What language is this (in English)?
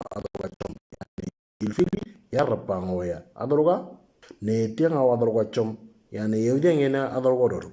Moro